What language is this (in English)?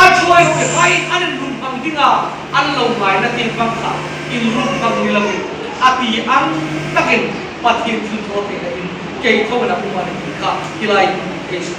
Hmar